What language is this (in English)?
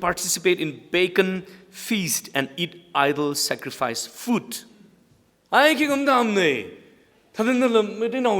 Tangkhul Naga (India)